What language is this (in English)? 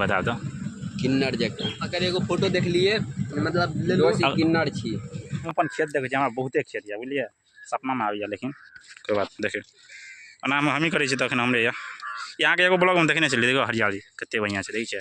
Maithili